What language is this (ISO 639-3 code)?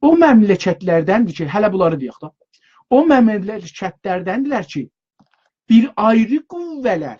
azb